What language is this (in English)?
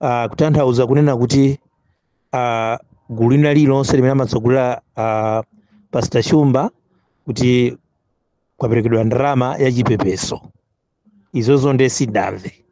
Nyanja